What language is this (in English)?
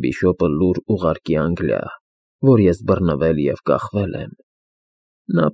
Armenian